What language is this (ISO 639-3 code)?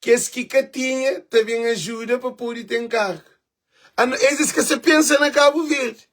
kea